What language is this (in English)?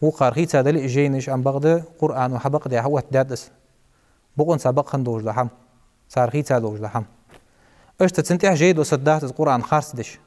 Ingush